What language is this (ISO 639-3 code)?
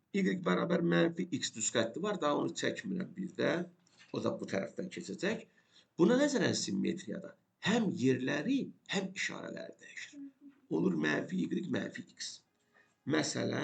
aze